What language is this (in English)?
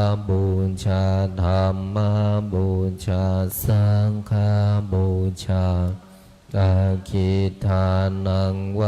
Pali